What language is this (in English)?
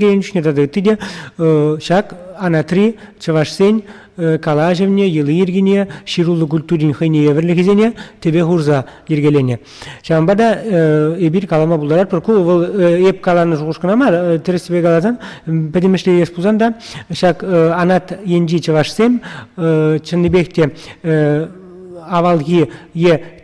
Chuvash